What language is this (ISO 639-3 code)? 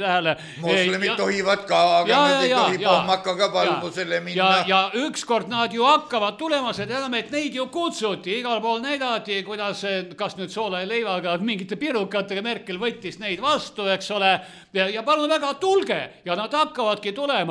est